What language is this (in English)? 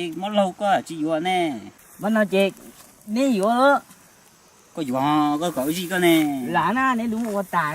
Hmong